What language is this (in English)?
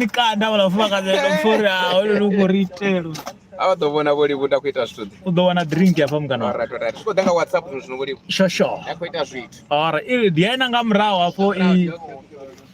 Venda